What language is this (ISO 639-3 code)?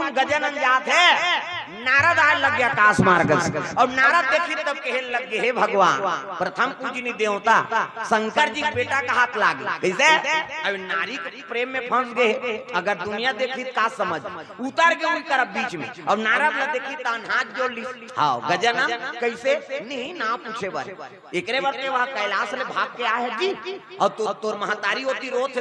hne